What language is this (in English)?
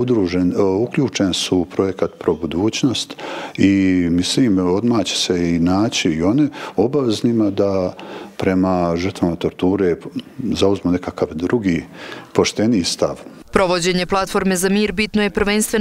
Bosnian